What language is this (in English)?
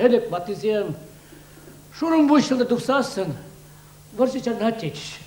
Chuvash